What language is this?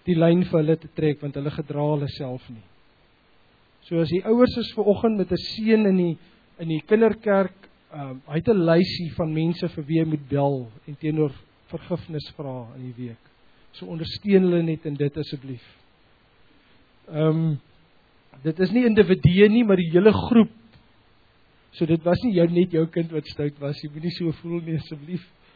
Afrikaans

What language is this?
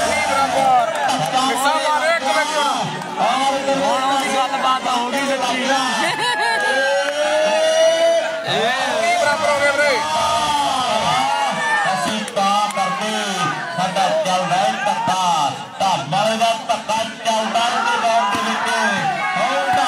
Punjabi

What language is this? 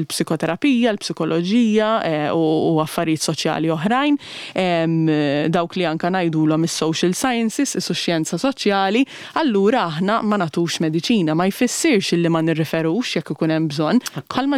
Maltese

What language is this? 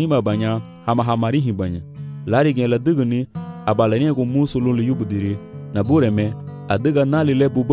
Garifuna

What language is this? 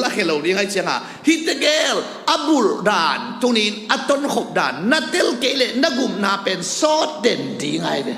Tedim Chin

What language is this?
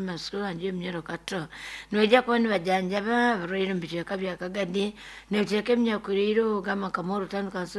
Nyoro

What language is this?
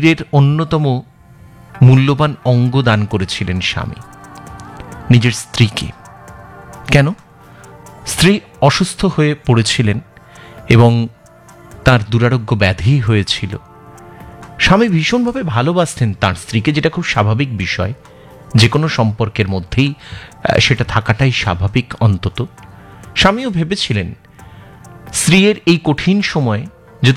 Bangla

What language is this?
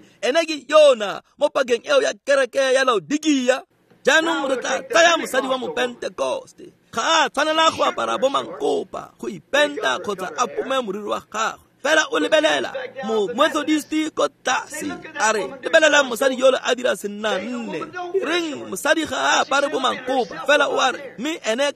Tswana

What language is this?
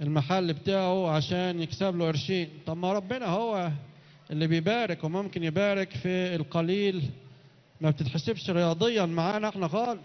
Egyptian Arabic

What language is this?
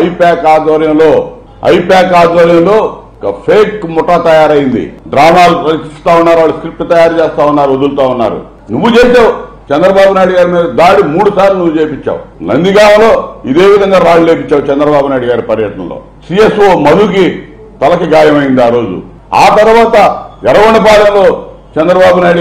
Telugu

